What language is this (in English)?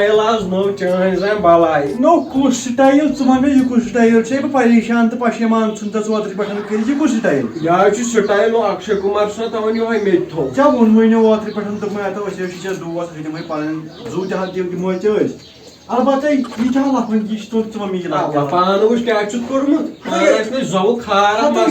Kashmiri